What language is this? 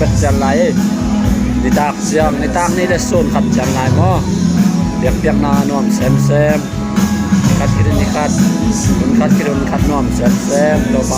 Tedim Chin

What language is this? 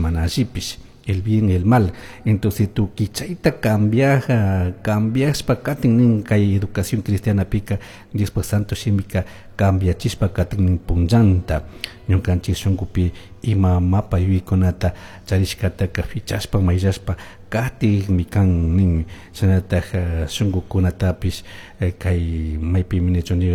Chimborazo Highland Quichua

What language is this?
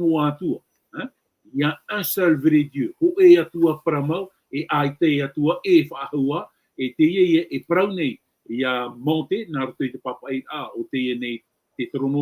Tahitian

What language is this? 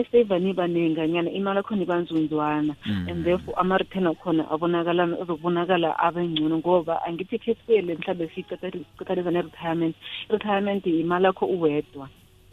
South Ndebele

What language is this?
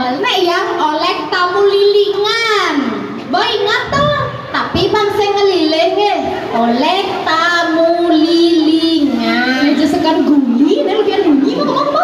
Balinese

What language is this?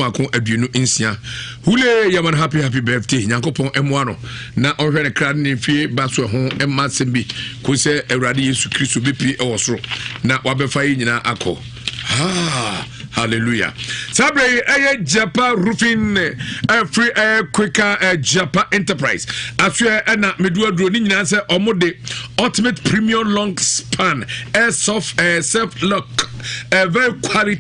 Akan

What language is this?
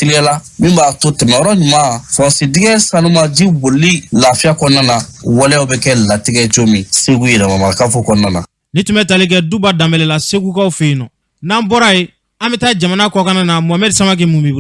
Bambara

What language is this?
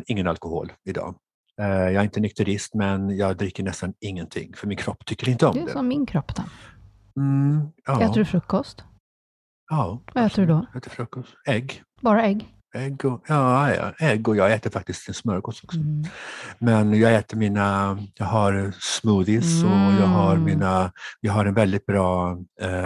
Swedish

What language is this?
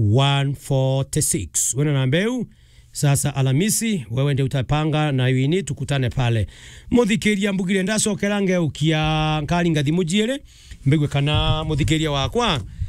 Meru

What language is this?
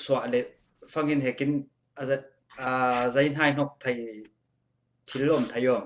Falam Chin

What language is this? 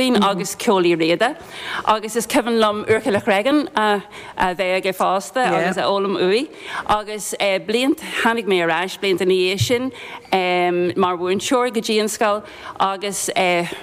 Irish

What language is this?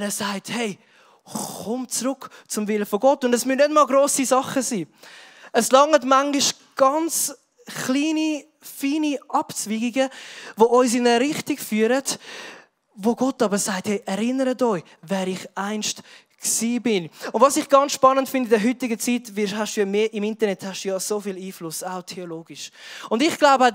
Swiss German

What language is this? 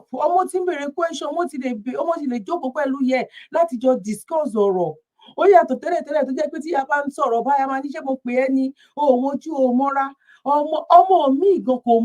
Yoruba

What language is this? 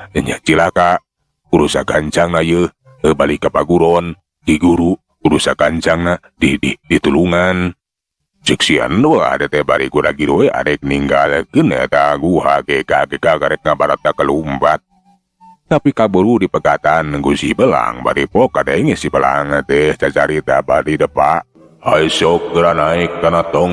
Sundanese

